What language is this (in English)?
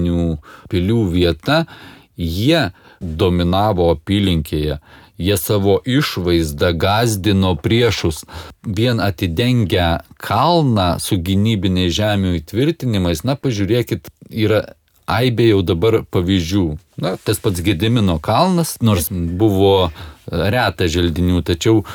Lithuanian